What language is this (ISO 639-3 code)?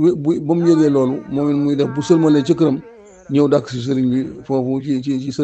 wol